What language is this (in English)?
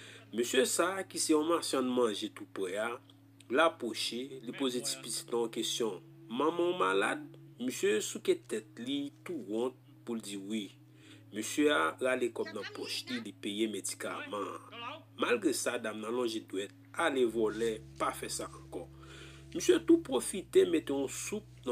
Haitian Creole